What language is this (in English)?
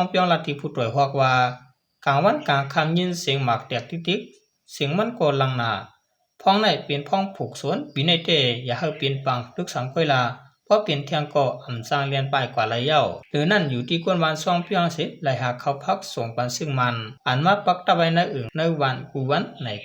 Shan